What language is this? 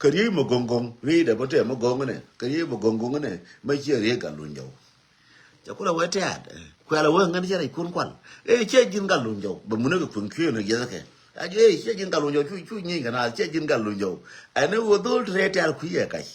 Nuer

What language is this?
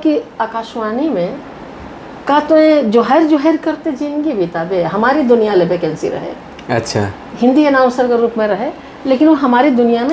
Sadri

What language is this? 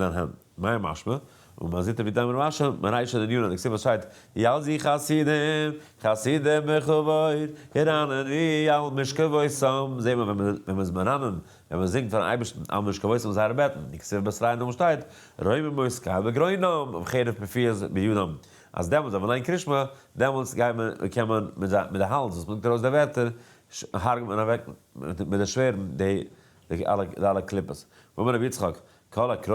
Yiddish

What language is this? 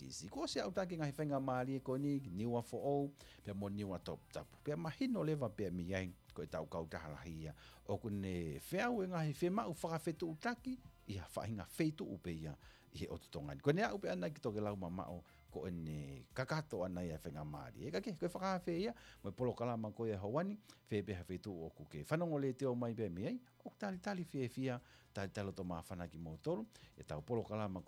Tongan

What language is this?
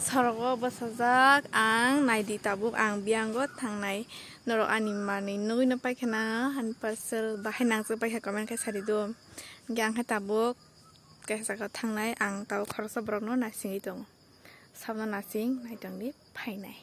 Kok Borok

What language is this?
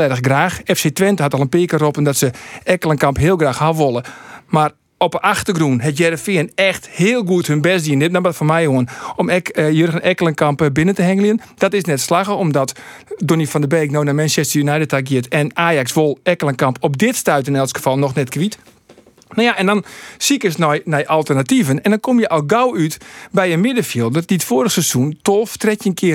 Western Frisian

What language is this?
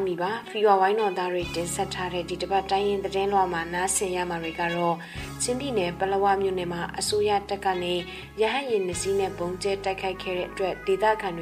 Burmese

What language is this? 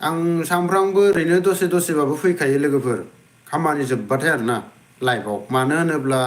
Bodo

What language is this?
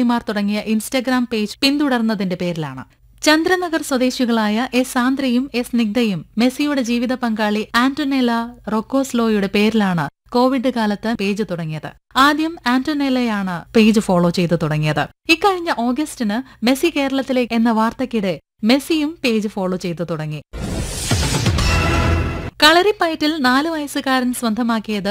Malayalam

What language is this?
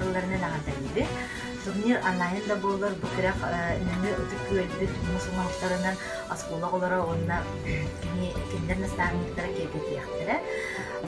Yakut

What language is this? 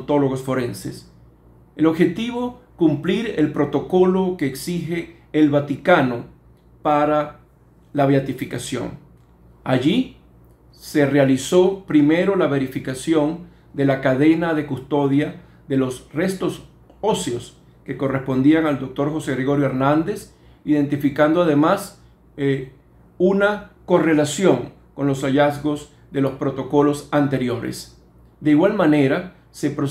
Spanish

